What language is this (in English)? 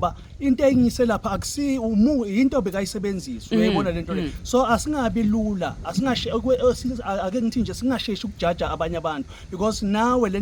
Zulu